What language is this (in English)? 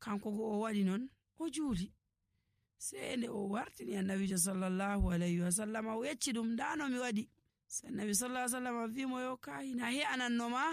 Nigerian Fulfulde